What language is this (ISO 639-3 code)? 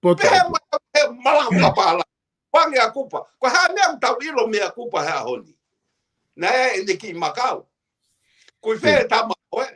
ton